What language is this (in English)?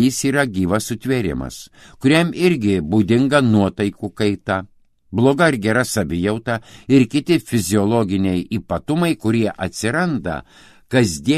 Lithuanian